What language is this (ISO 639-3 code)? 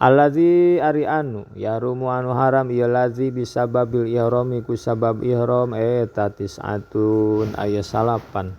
sun